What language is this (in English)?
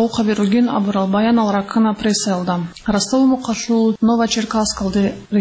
Avaric